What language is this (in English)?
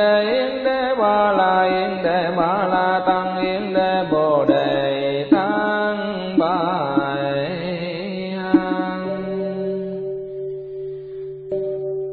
Vietnamese